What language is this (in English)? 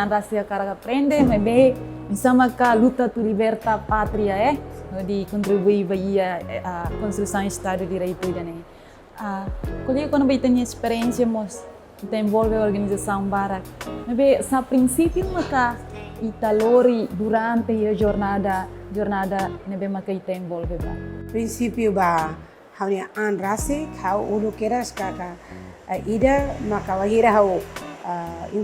Tetum